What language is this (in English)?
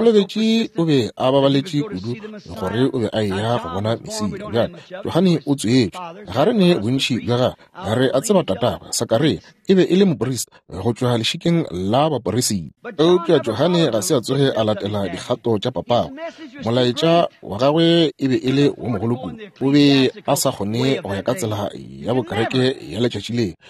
Northern Sotho